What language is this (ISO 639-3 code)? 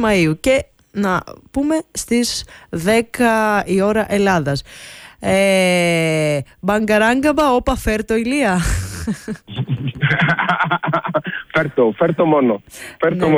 ell